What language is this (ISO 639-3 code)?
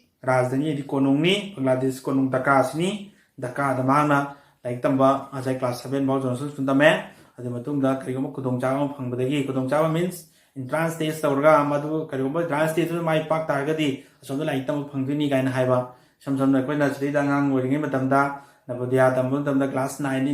mni